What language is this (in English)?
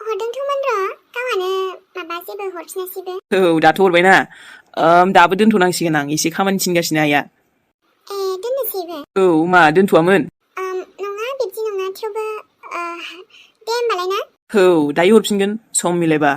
Bodo